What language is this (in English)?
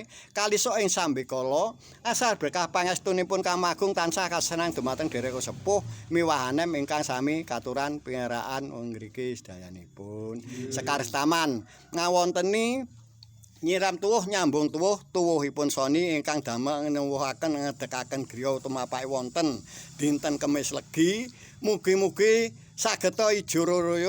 Javanese